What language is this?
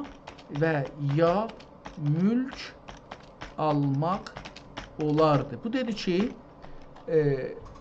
South Azerbaijani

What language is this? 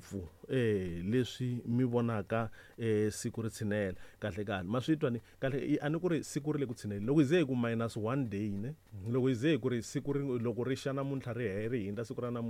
Tsonga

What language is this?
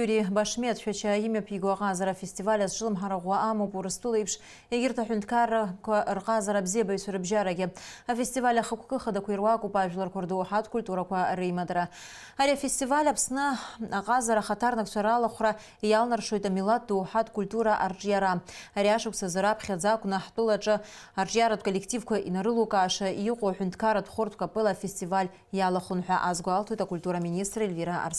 Abkhazian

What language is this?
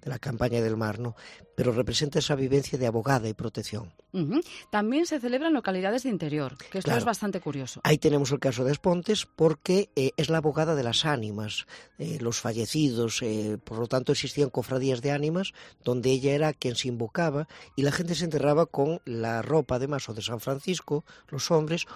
Spanish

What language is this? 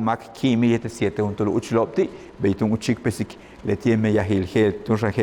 Yucateco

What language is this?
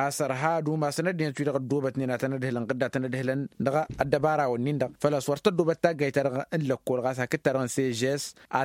Tamasheq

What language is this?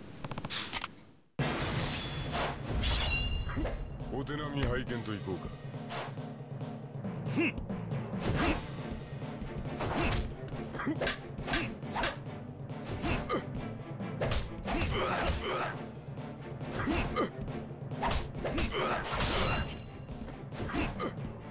Japanese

